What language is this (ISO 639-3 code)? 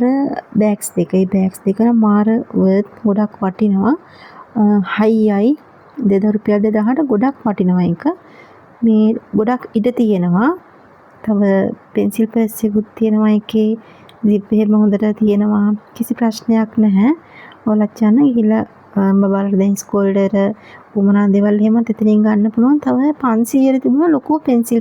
sin